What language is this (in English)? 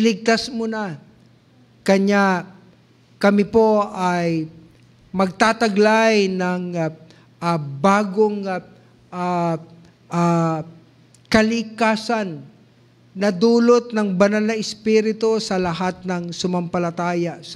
Filipino